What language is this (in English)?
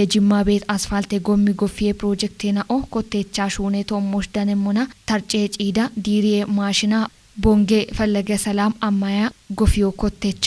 Kafa